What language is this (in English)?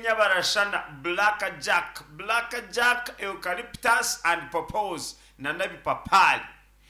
Nyankole